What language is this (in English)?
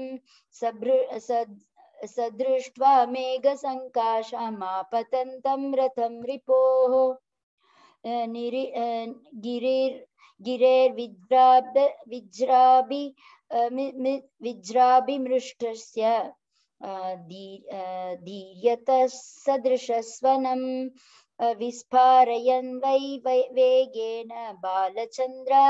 Sanskrit